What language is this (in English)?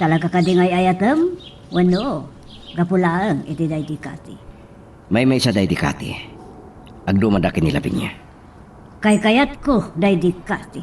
Iloko